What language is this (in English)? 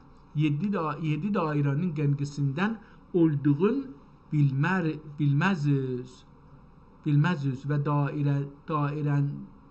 South Azerbaijani